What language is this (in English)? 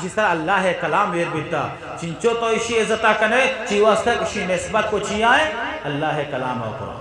Eastern Balochi